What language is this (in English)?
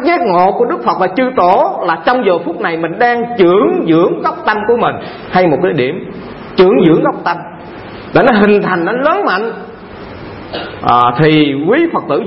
Vietnamese